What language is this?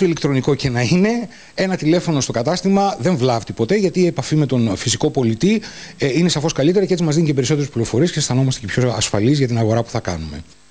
Greek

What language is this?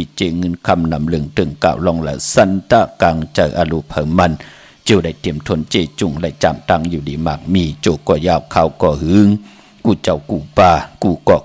Shan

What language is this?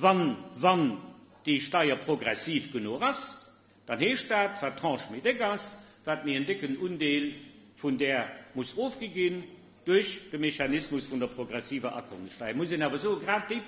Luxembourgish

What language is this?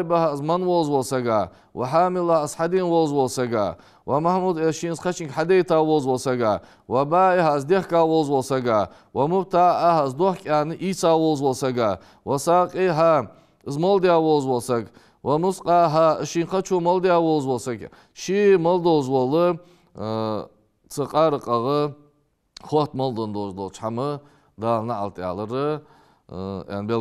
Ingush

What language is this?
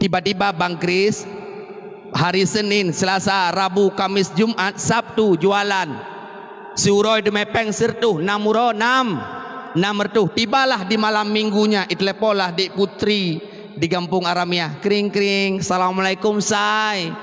Achinese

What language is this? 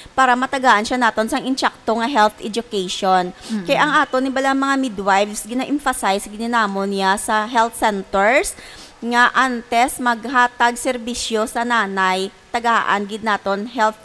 Hiligaynon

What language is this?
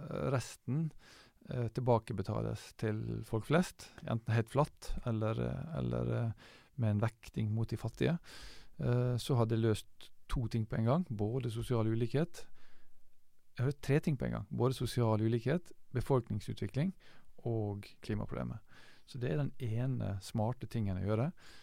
Norwegian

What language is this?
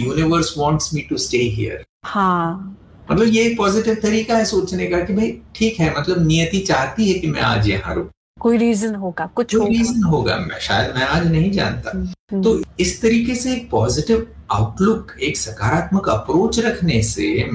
Hindi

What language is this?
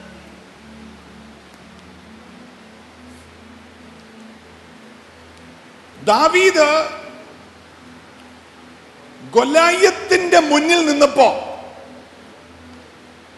Malayalam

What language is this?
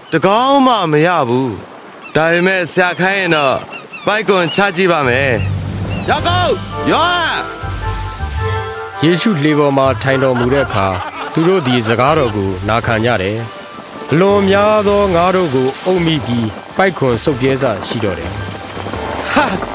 Burmese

